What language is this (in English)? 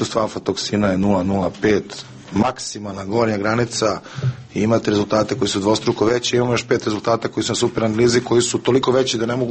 Serbian